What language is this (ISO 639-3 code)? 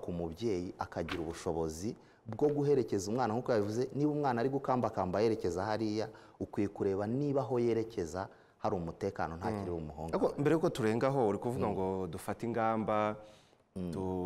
kin